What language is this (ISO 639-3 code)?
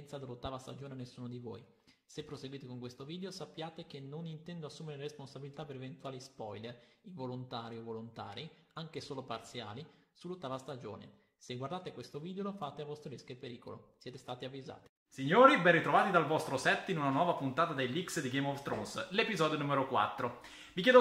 ita